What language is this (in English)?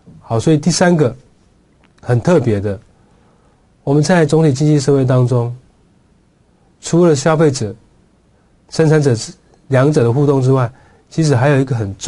Chinese